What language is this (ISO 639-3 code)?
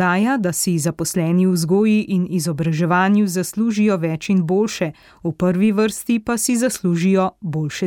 slv